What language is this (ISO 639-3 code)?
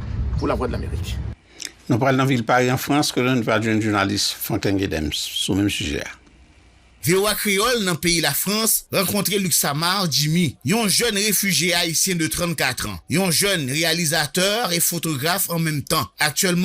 hat